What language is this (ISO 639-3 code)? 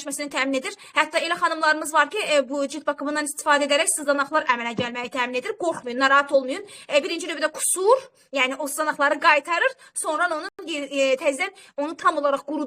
aze